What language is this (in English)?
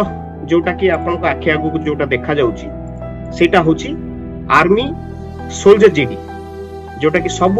Odia